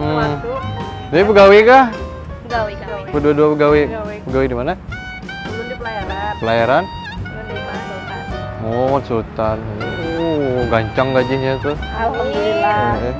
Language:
Banjar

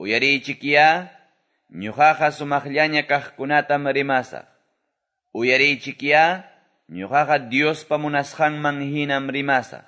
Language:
Quechua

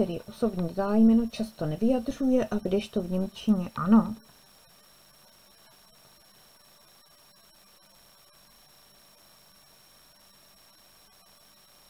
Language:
Czech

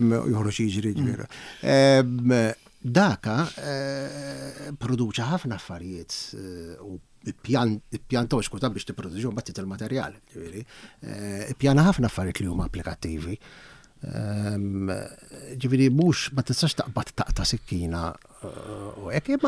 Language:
Maltese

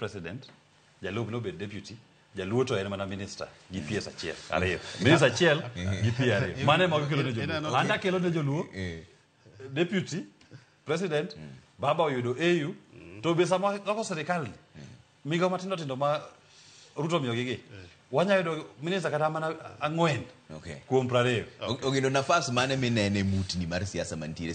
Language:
Luo (Kenya and Tanzania)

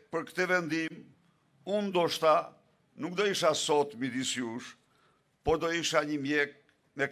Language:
Albanian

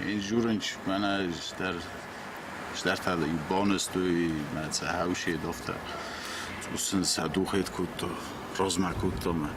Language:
Ossetic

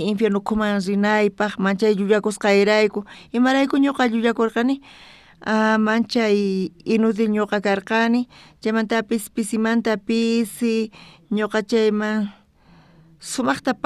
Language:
South Bolivian Quechua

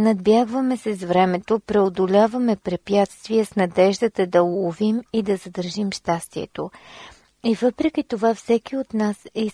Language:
Bulgarian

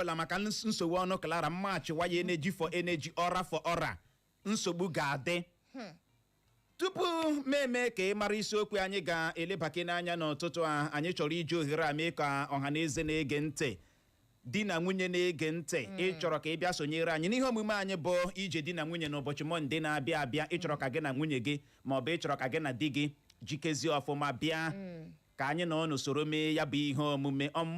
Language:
Igbo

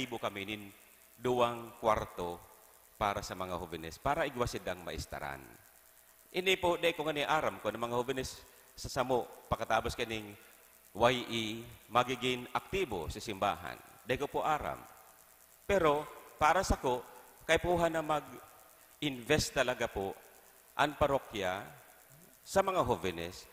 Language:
Bikol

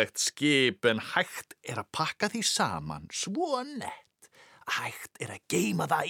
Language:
Icelandic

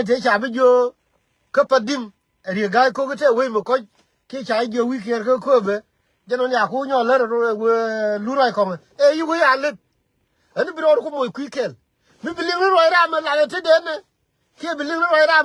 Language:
Nuer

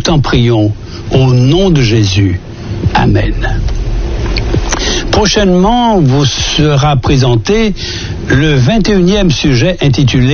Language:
French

